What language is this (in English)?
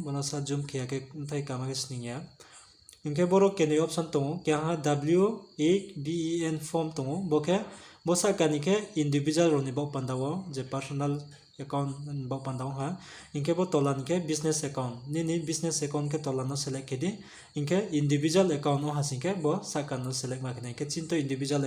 Riang (India)